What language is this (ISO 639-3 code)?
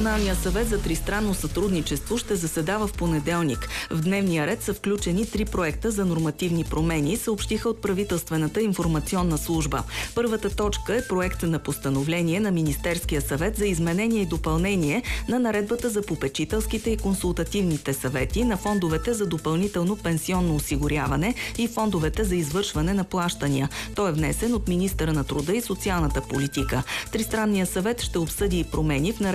bul